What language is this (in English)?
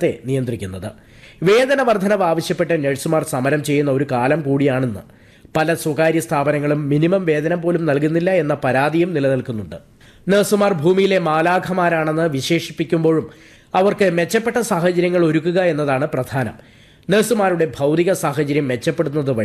Malayalam